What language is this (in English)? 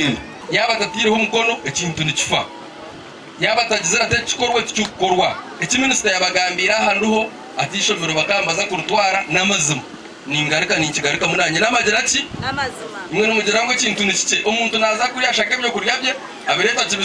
Nyankole